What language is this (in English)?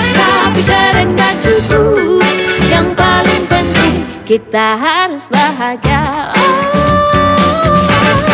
Indonesian